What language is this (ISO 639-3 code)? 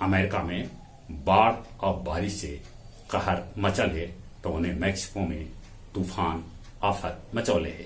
mag